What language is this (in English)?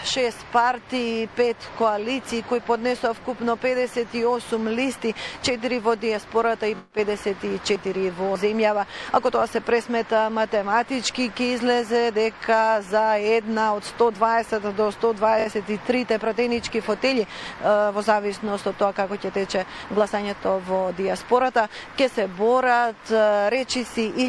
Macedonian